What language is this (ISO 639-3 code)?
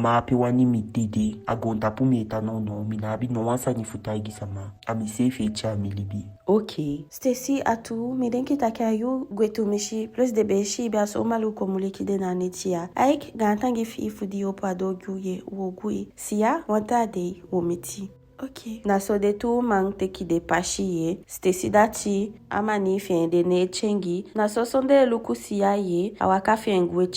djk